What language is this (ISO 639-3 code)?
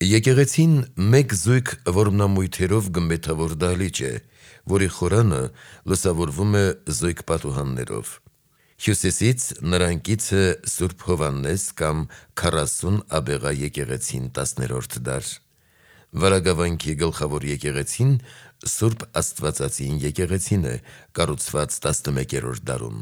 hye